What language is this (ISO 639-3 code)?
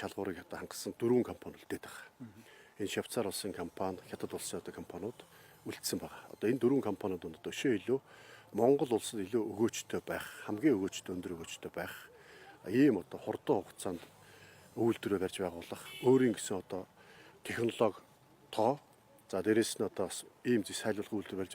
mon